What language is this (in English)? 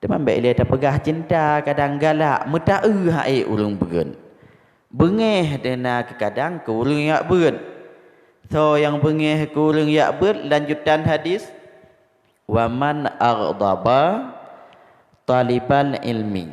Achinese